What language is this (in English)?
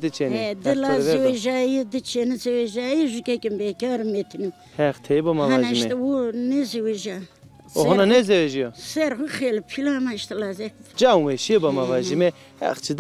Zaza